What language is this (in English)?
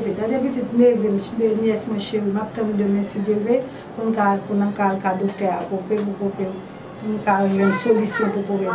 Haitian Creole